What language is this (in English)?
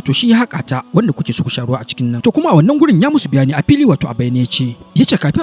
Hausa